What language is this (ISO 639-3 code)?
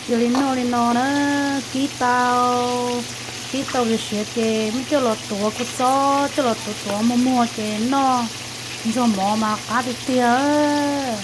hmn